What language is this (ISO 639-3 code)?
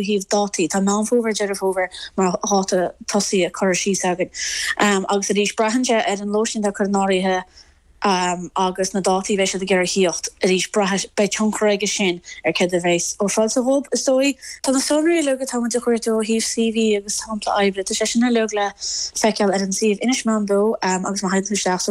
gle